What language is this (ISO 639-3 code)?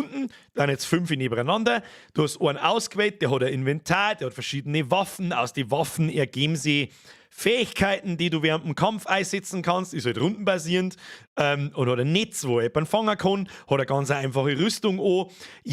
bar